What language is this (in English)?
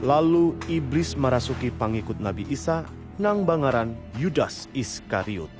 Banjar